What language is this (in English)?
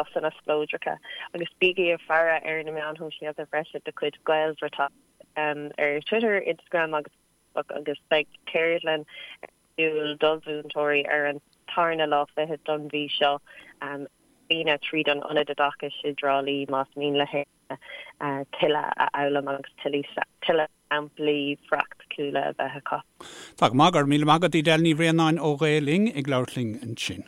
Irish